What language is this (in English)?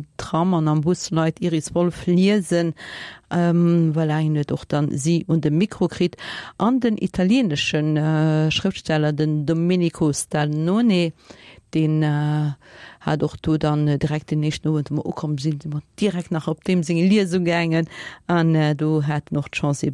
Luxembourgish